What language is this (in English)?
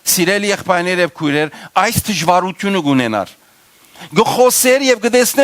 Western Armenian